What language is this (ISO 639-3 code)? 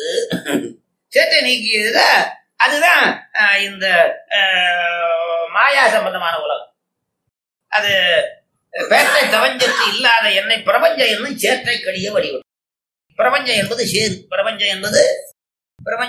tam